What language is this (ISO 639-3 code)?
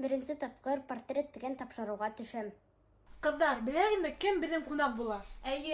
bak